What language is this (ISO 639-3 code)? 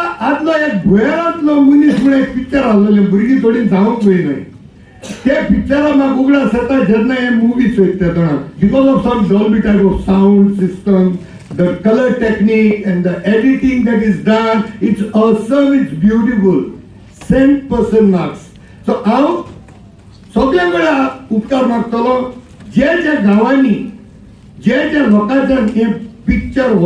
kok